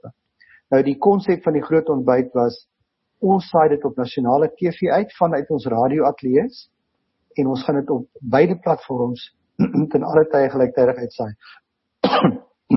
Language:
Afrikaans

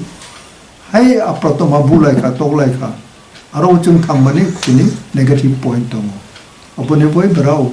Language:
Kok Borok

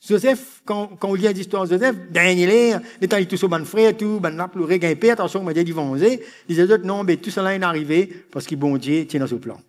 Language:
Morisyen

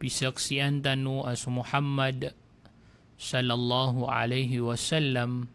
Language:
Maranao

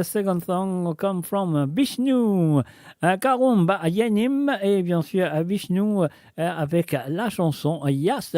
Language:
Morisyen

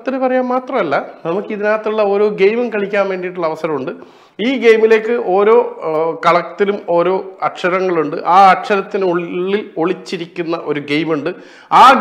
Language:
Malayalam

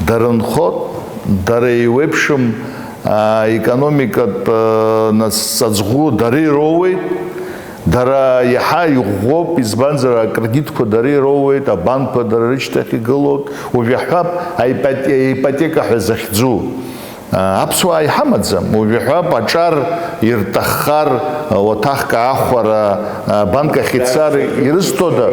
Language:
Abkhazian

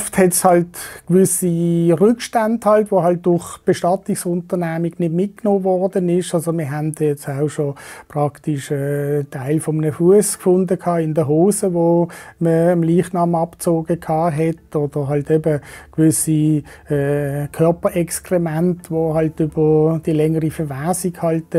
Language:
Swiss German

